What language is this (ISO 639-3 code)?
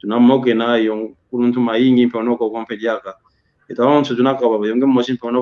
kwy